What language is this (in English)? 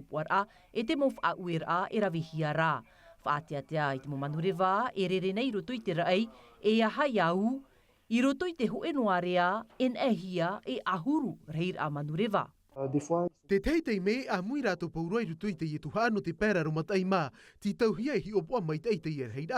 Tahitian